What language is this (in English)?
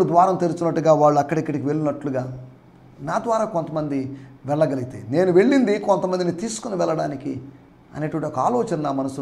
Telugu